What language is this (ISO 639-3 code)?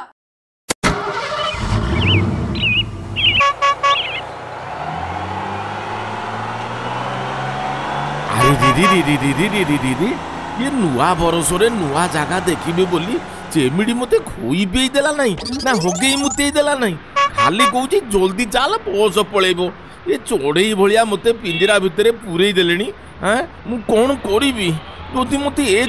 ori